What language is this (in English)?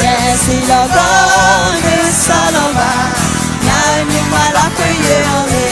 Akha